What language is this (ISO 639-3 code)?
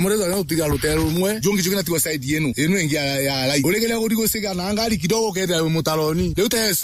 mer